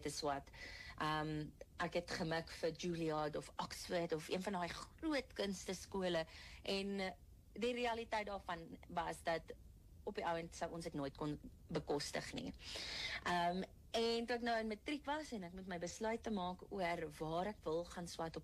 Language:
Afrikaans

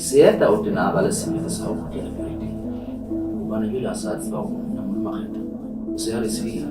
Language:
Southern Sotho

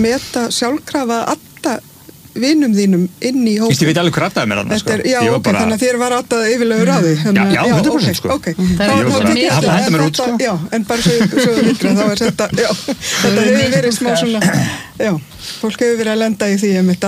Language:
Icelandic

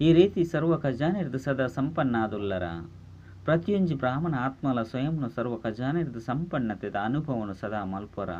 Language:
Tulu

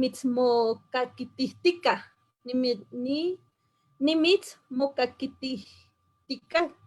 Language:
Eastern Huasteca Nahuatl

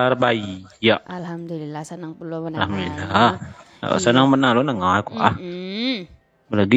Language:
Minangkabau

